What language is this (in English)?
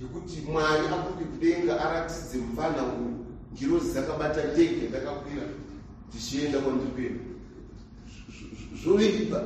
Shona